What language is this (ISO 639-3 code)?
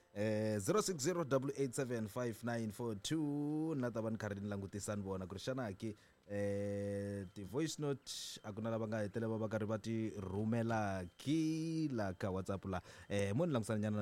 tso